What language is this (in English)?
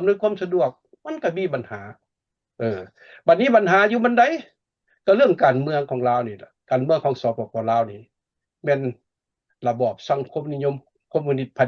Lao